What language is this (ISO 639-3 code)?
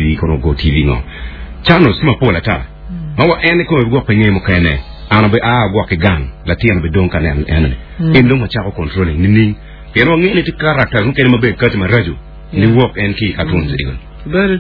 ach